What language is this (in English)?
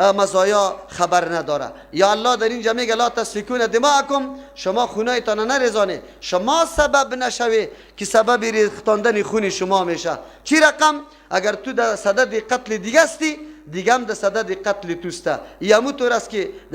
Persian